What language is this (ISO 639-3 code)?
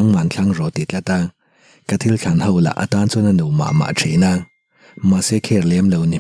lus